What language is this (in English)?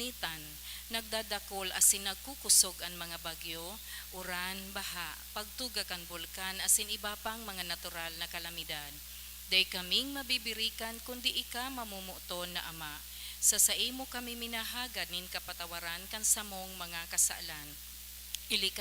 Bikol